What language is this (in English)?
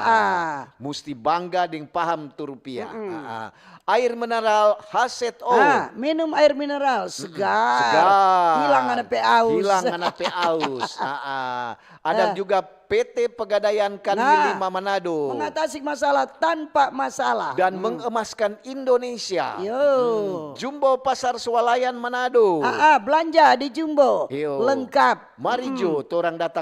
Manado Malay